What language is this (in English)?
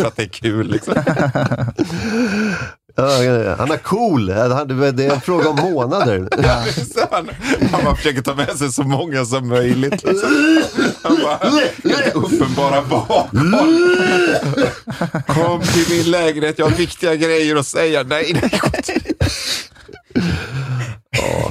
Swedish